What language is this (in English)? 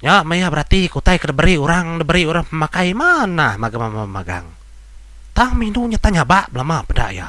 Iban